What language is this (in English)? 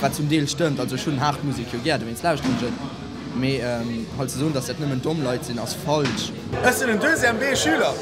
Luxembourgish